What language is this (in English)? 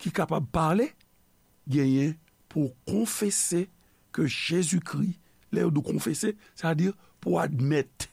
Haitian Creole